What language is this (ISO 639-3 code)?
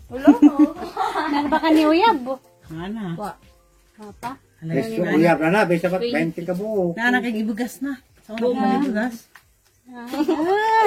ceb